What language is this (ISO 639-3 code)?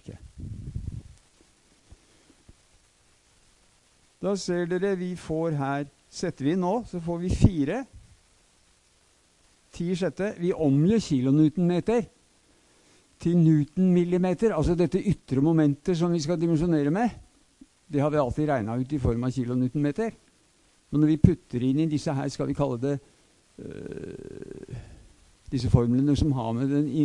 nor